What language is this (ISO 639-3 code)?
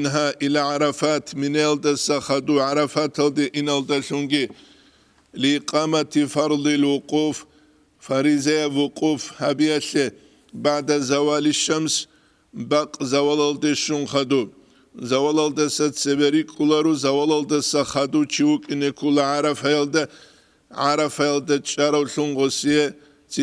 ava